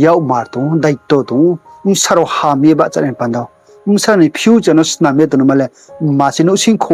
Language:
Riang (India)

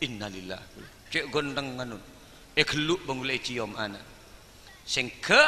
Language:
Madurese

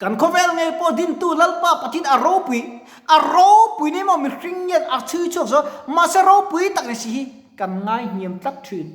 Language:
Mizo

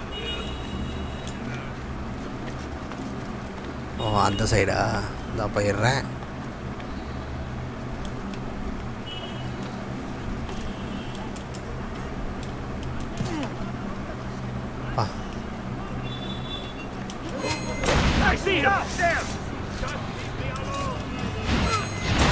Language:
Tamil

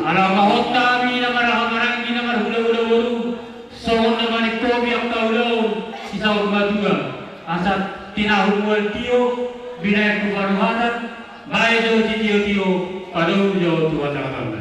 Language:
Batak Toba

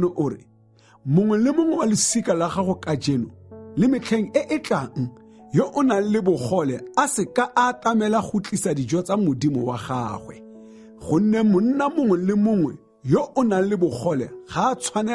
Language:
Tswana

